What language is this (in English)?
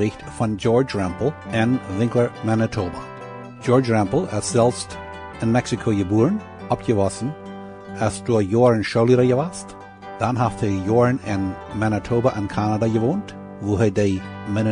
Plautdietsch